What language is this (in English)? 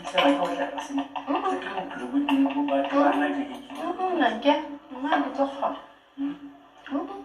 Southern Sotho